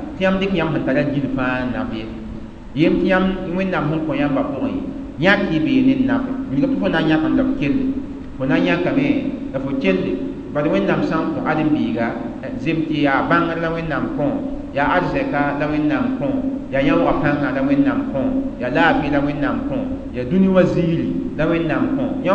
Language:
Mossi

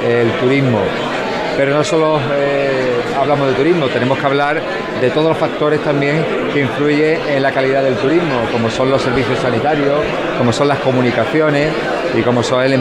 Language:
Spanish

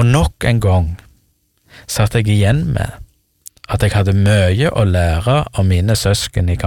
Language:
Norwegian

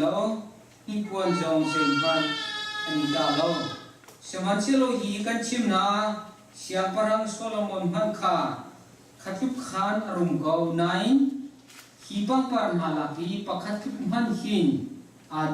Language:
Hakha Chin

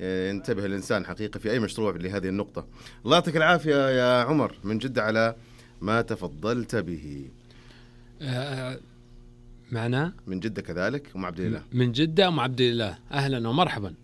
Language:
Najdi Arabic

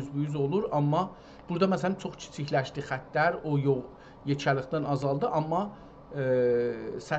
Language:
South Azerbaijani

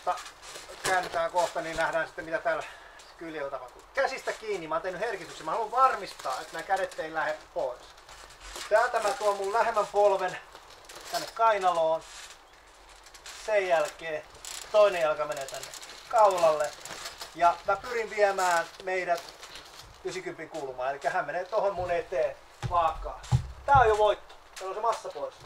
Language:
Finnish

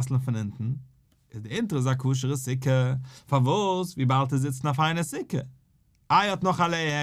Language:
Yiddish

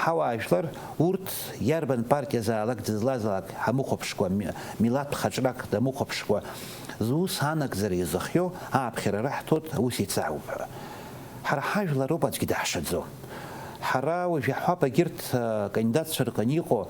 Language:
Abkhazian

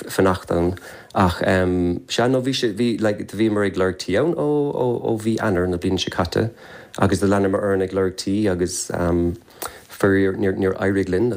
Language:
Irish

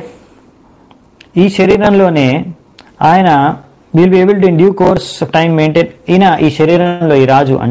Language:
Telugu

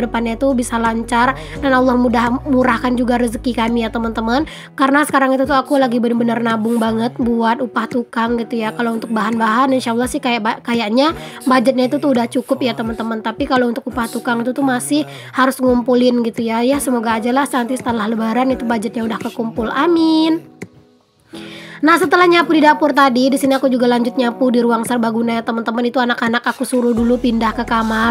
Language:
Indonesian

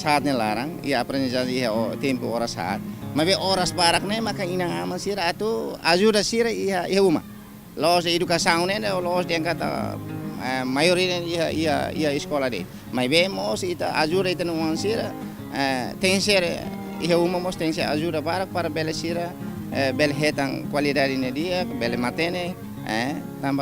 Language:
Tetum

